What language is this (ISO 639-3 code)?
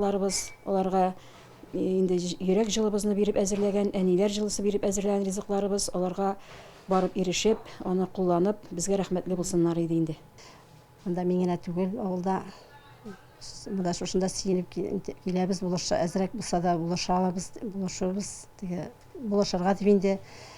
tat